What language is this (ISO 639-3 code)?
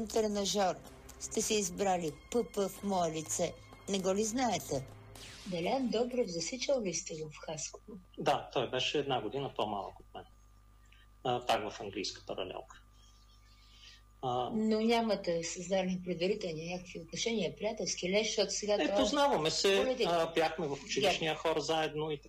bul